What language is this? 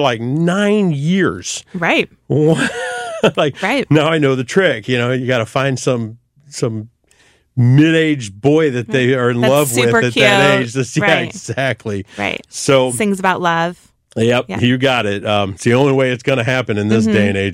English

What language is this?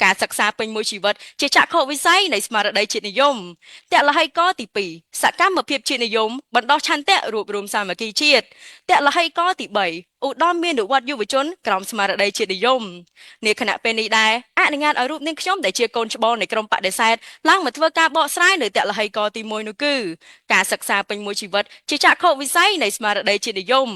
Khmer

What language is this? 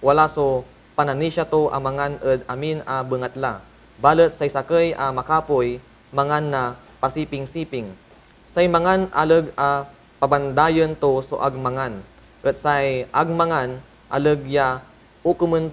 Pangasinan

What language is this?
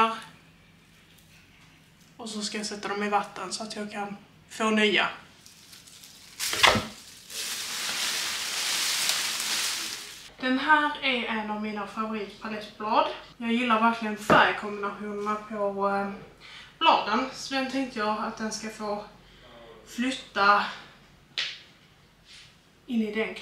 Swedish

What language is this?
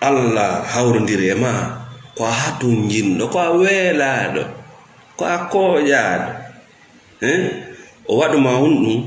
Fula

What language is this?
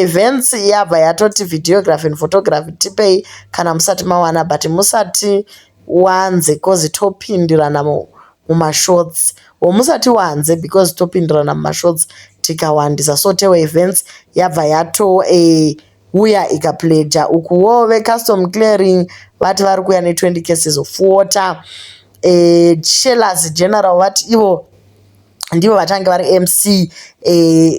Shona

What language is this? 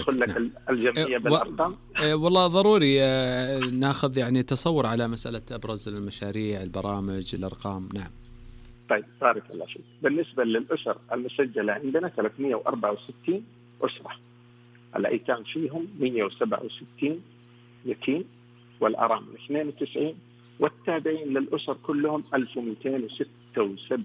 Najdi Arabic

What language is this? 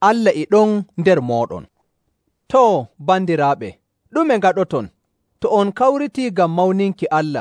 Nigerian Fulfulde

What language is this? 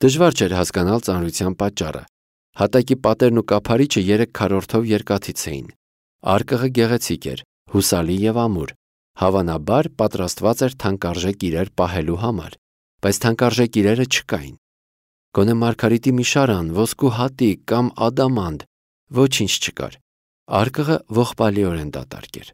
Armenian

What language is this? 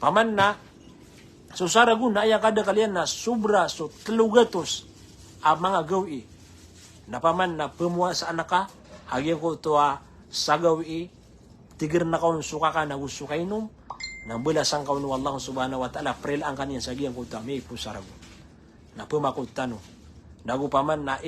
Maranao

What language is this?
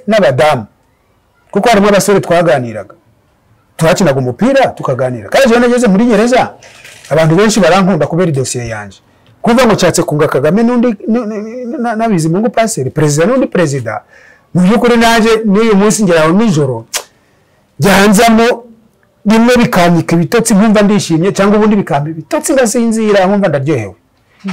Kinyarwanda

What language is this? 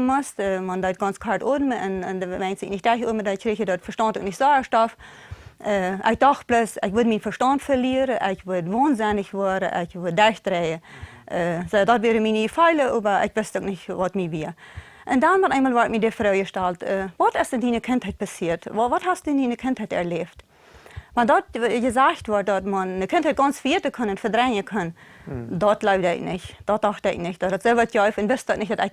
Plautdietsch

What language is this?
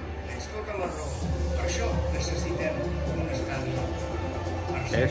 Catalan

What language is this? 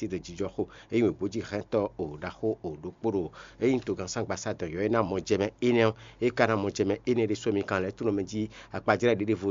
Fon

